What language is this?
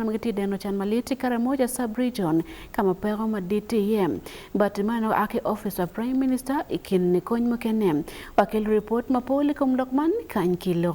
Acoli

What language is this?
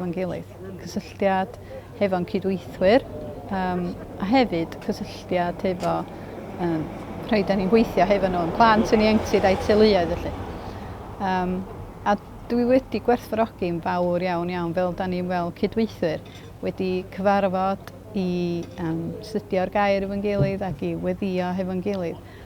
Welsh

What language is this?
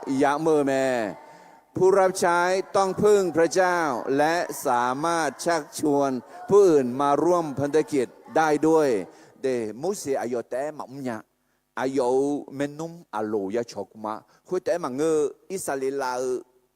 Akha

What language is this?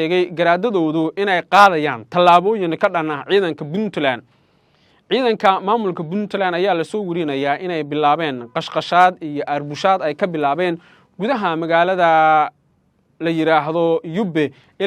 Somali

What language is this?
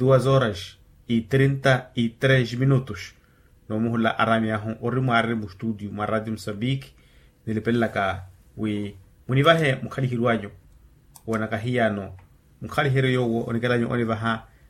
Makhuwa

